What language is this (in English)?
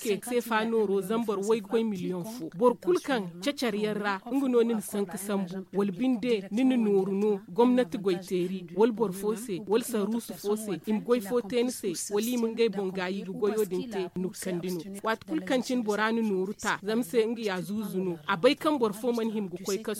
Zarma